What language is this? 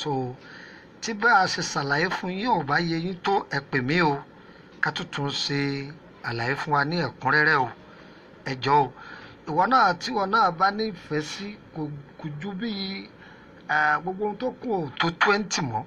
Yoruba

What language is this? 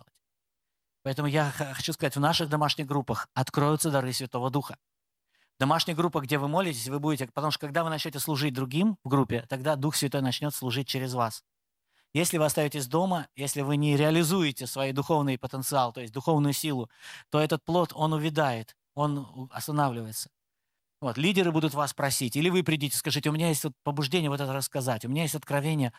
Russian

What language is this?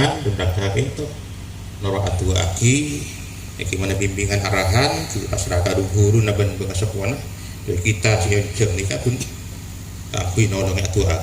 Madurese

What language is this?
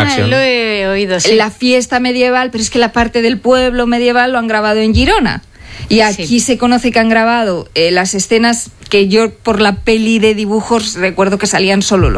Spanish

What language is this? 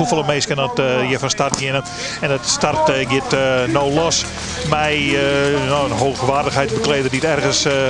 Western Frisian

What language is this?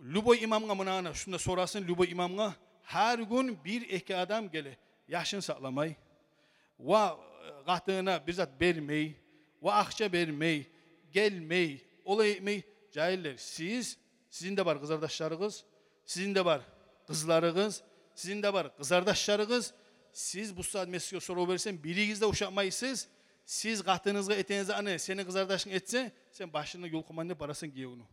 Kumyk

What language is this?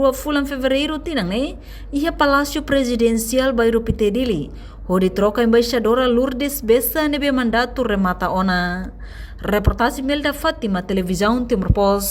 Tetum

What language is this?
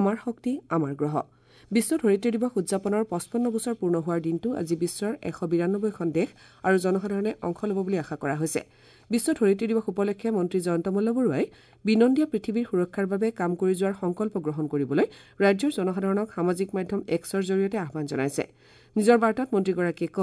Assamese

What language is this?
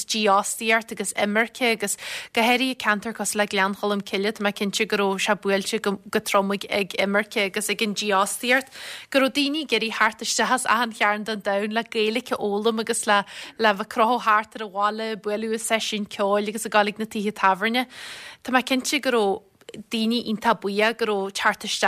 Irish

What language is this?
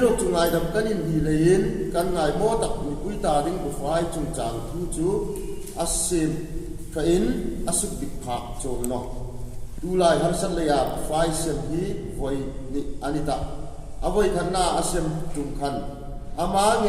Hmar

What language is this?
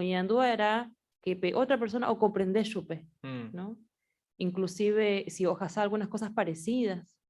Guarani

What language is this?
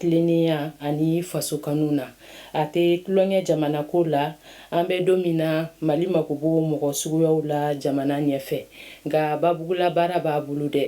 Bambara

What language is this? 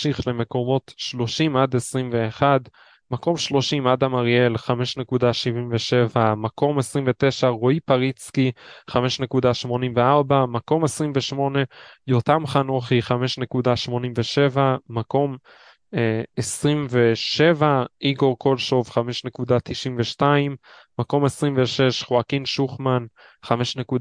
Hebrew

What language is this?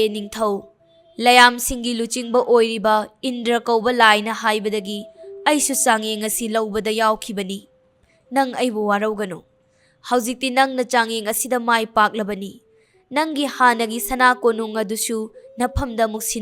Manipuri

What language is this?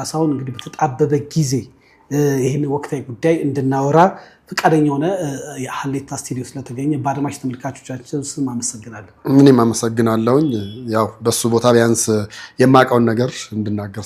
Amharic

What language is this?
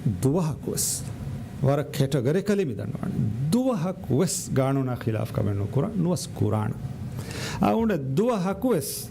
Divehi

